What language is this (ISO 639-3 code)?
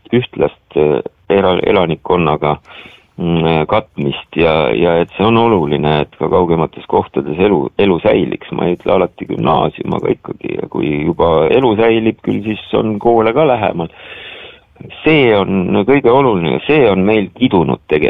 est